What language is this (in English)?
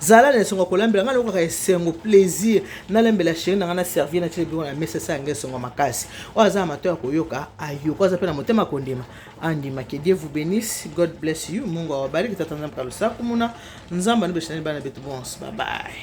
Lingala